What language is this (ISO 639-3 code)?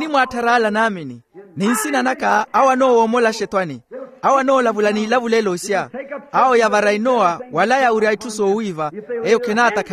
vmw